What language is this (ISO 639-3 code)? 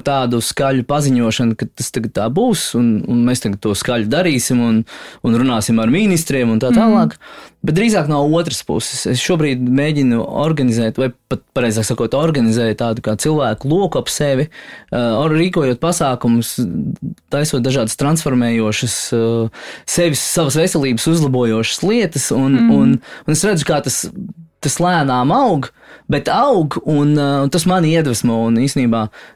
lav